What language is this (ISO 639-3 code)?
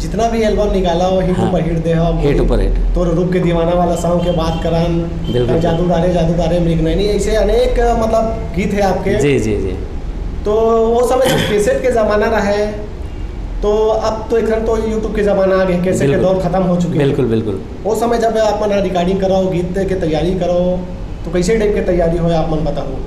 hne